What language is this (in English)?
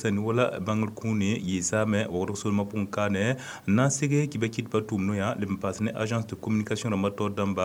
Mossi